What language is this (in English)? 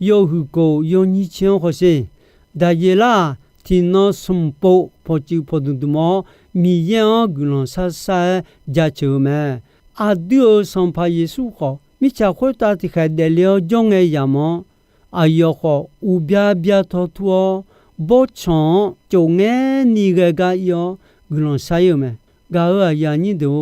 Akha